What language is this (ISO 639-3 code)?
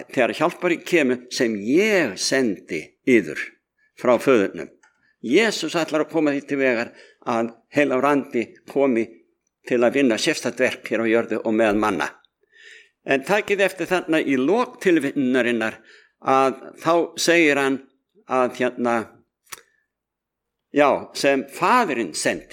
isl